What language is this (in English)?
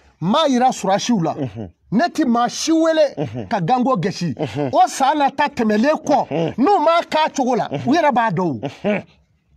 Bambara